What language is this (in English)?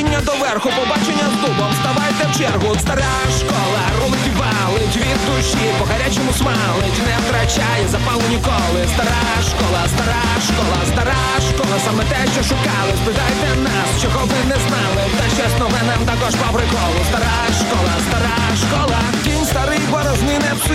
Ukrainian